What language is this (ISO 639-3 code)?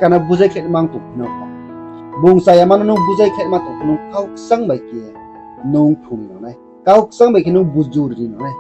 ria